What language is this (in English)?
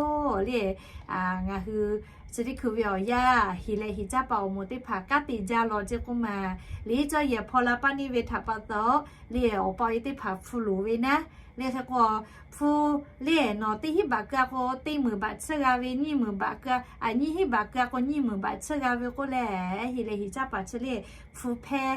Lahu